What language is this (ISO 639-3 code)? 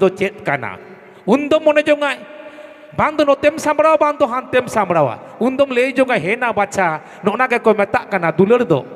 sat